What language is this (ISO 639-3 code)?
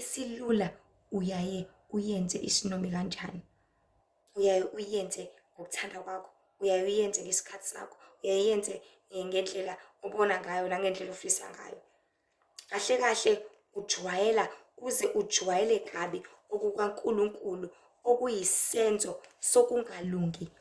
zul